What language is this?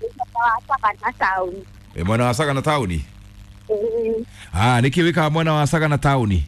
Kikuyu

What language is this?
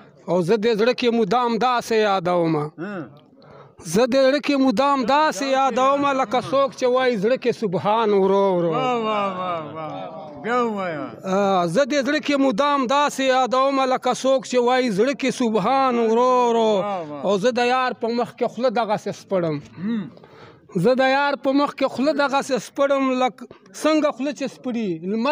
Pashto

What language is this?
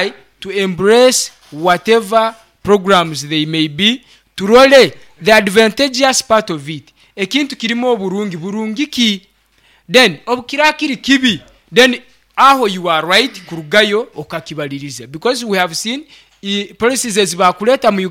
Nyoro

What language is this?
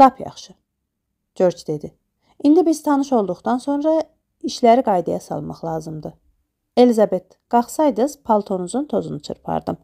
Azerbaijani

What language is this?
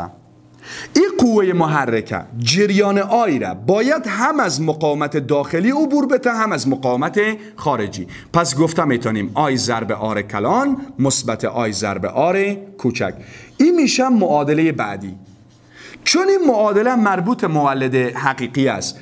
Persian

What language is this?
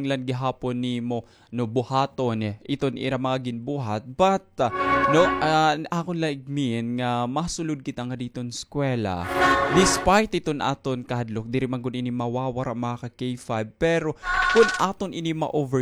Waray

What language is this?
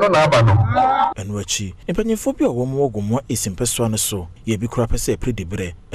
Akan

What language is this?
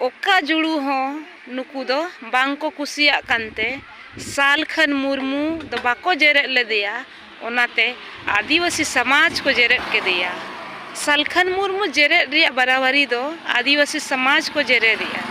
Santali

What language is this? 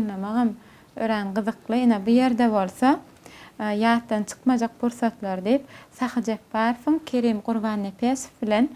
Turkmen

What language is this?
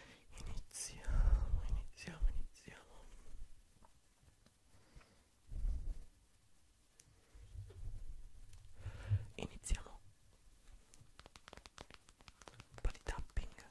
Italian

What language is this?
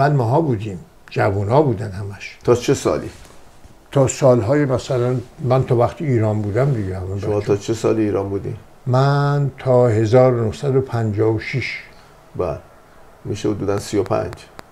Persian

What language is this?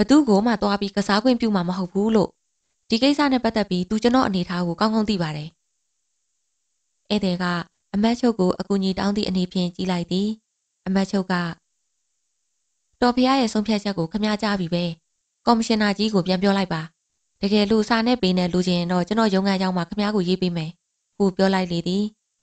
Burmese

